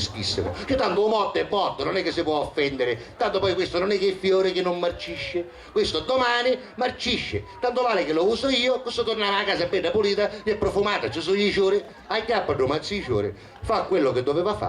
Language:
Sicilian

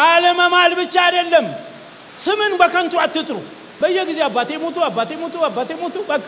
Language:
Amharic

